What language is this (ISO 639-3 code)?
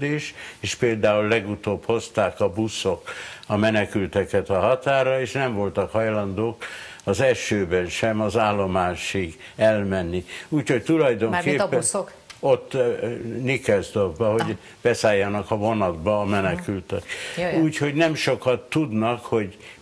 hun